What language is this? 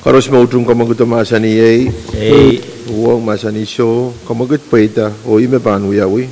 Pohnpeian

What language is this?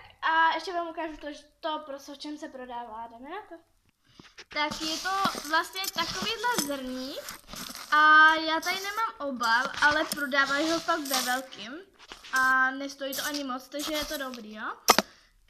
Czech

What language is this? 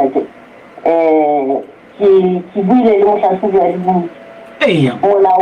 Southern Sotho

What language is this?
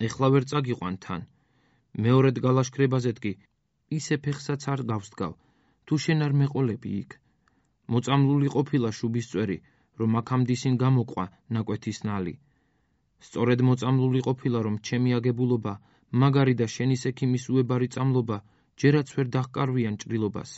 Georgian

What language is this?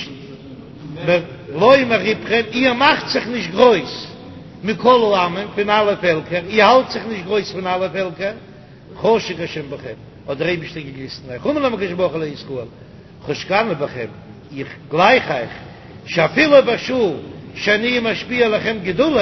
Yiddish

